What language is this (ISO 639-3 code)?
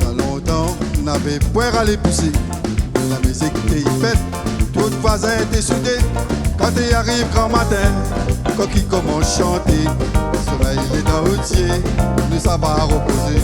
rcf